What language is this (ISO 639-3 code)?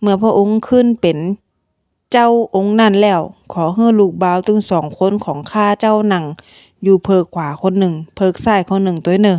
nod